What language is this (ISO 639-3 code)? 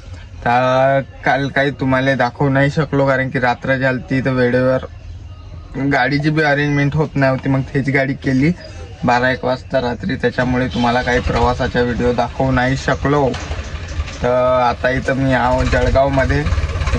mar